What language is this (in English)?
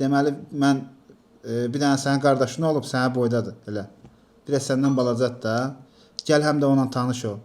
Azerbaijani